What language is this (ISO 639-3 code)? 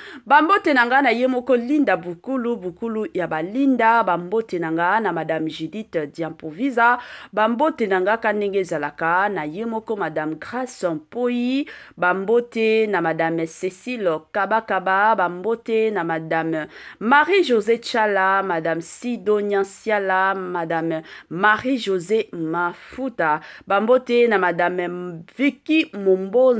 lin